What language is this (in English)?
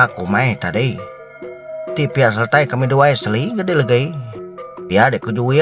Iban